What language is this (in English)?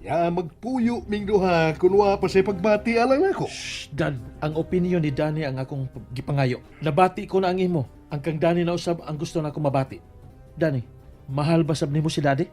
Cebuano